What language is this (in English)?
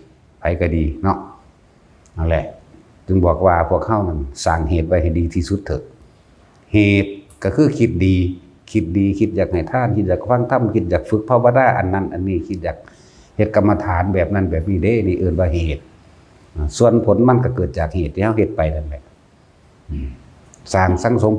Northeastern Thai